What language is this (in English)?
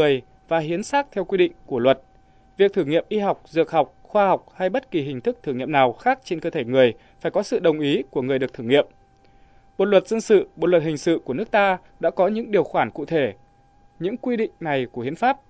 Vietnamese